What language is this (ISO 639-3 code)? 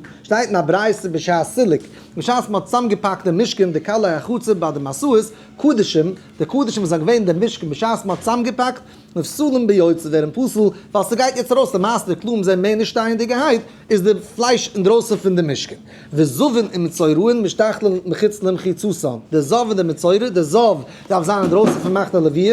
yid